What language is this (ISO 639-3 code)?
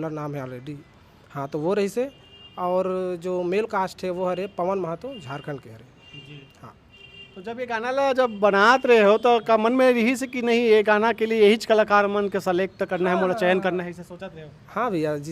hne